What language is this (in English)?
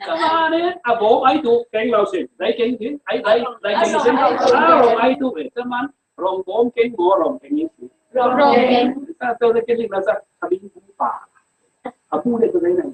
Falam Chin